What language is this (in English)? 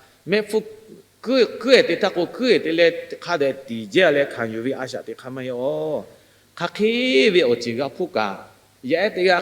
Lahu